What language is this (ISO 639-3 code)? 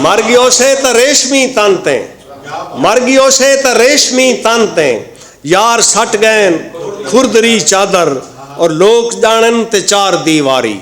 skr